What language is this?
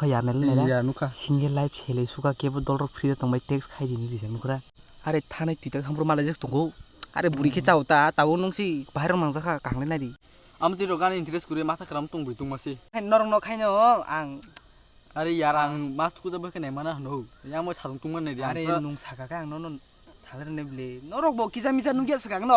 Kok Borok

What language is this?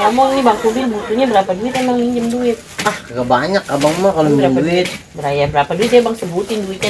Betawi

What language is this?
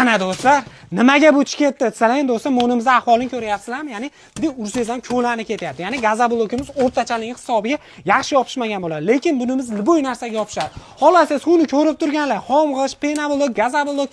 Uzbek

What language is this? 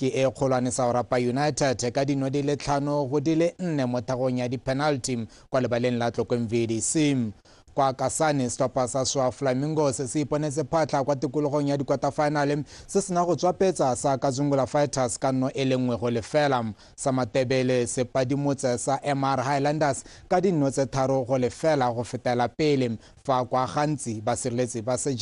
Tswana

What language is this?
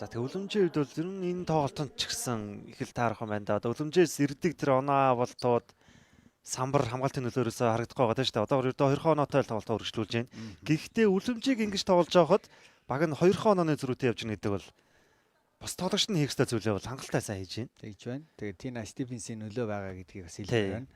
Mongolian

